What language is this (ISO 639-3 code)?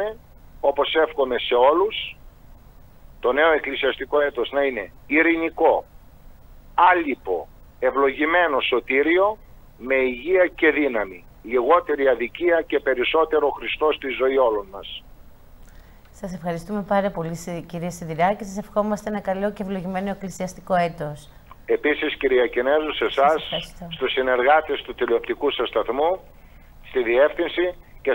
ell